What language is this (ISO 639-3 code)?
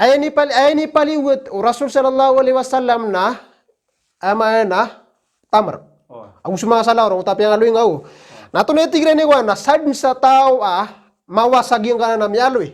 mrw